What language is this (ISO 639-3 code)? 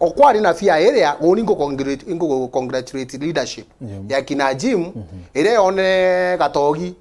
mer